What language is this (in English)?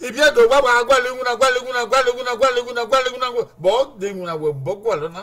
Bini